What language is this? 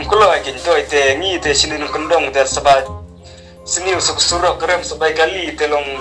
Khasi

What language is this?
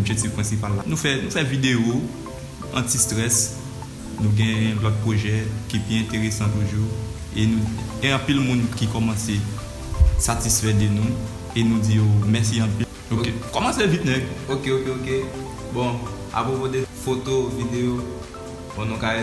Haitian Creole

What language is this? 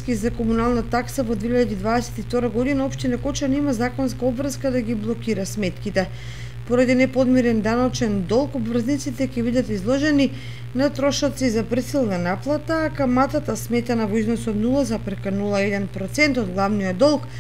Macedonian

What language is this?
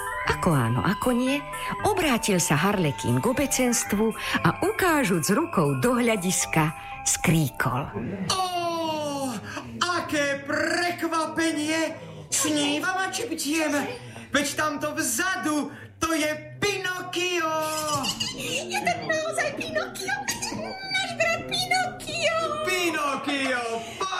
Slovak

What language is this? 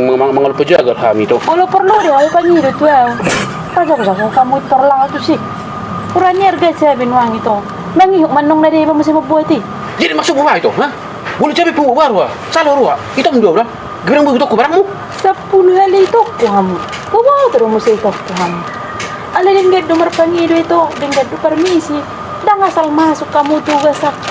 Batak Toba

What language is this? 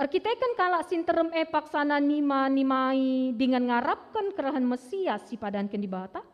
Batak Karo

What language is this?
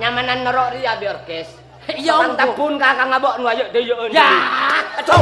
Madurese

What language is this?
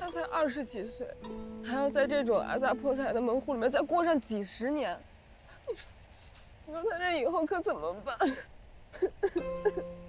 Chinese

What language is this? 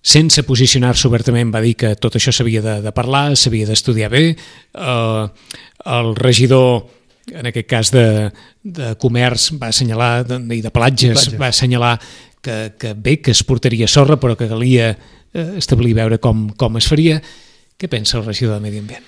Catalan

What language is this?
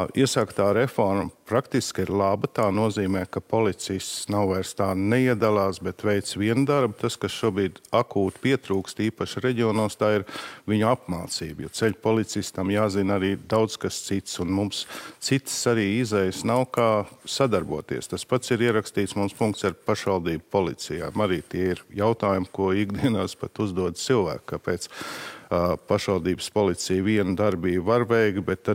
Latvian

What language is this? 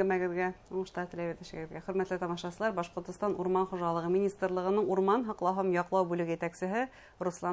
Bashkir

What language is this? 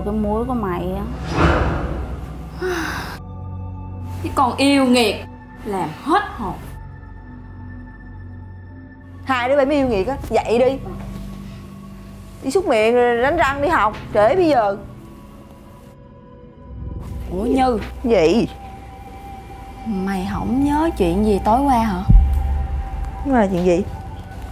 Vietnamese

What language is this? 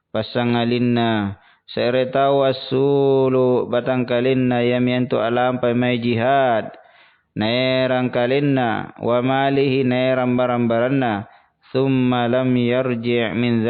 Makasar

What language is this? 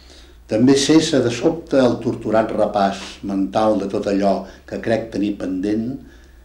Catalan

